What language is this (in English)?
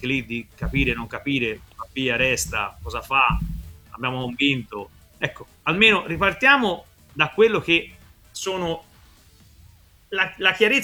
Italian